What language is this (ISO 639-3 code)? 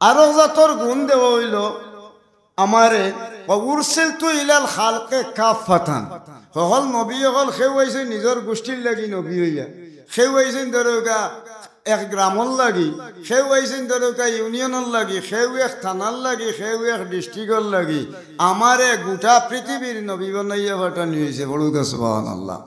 syl